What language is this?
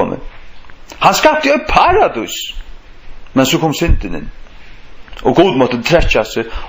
Faroese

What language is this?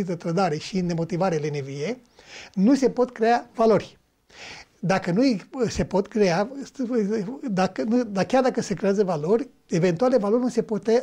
Romanian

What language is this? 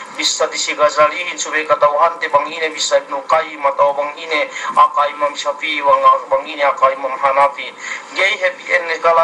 Yakan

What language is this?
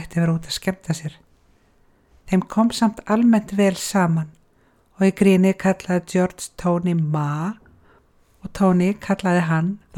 Icelandic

